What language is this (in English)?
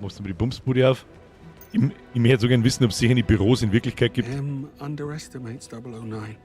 Bavarian